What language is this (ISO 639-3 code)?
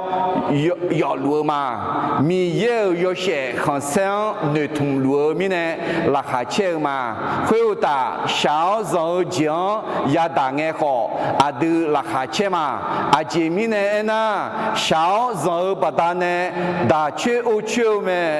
ahk